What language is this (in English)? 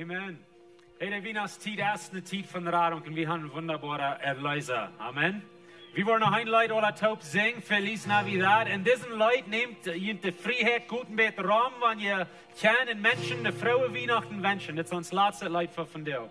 Plautdietsch